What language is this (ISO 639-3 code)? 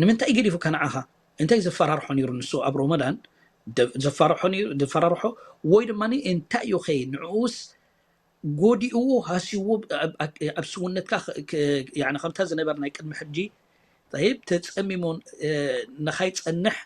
tir